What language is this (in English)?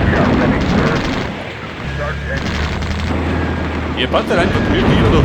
Bavarian